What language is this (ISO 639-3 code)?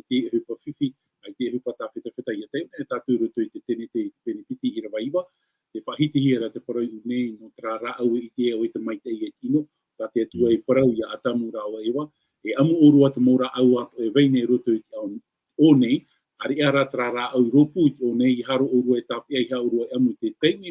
tah